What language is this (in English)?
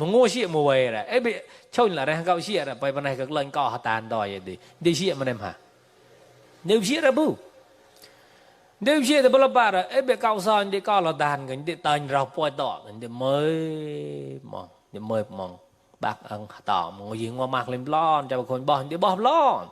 Mon